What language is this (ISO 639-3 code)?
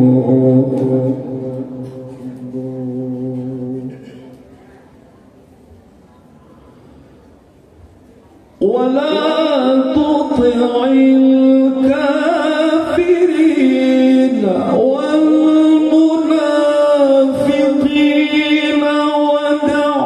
ara